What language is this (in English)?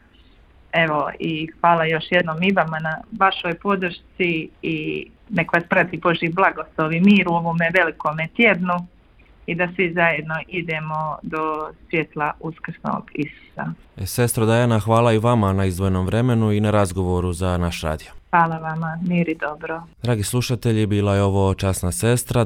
Croatian